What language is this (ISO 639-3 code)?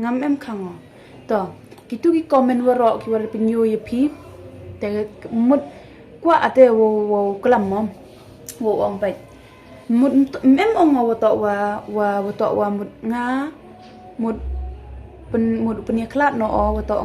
kha